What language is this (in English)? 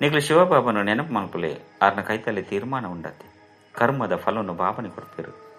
Tulu